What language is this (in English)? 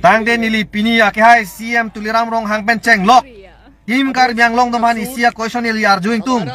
Karbi